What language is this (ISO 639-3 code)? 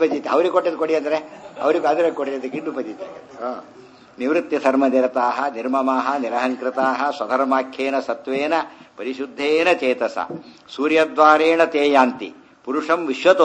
kan